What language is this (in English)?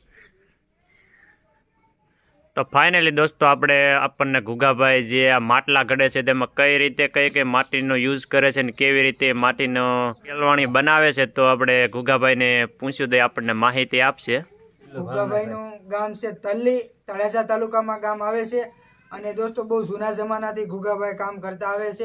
Gujarati